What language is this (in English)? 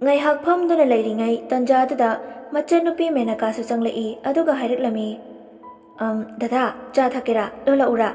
Manipuri